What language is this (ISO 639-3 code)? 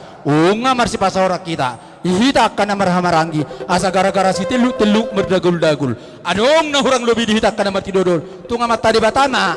bbc